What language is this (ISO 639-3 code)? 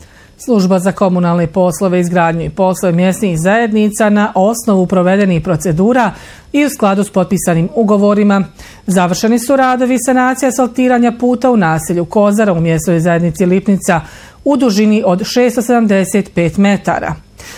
bos